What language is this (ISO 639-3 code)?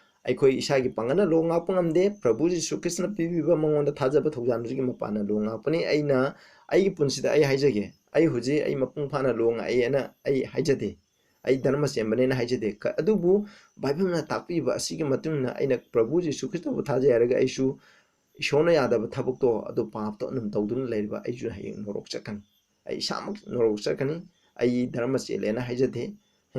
mni